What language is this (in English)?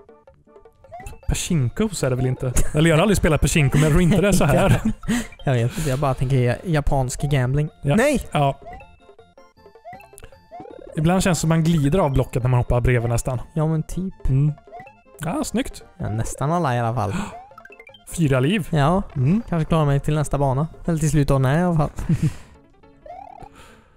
Swedish